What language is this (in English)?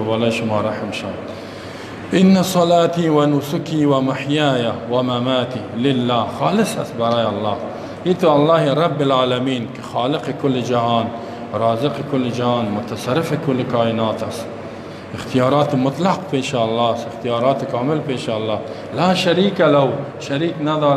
Persian